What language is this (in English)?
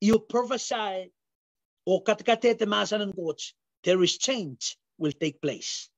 Pohnpeian